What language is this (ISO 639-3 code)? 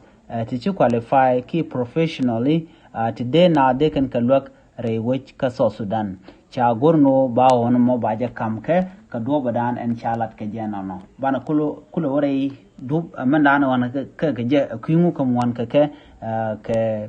nus